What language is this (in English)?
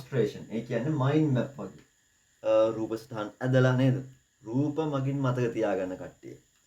Sinhala